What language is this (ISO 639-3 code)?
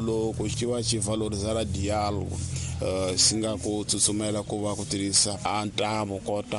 tso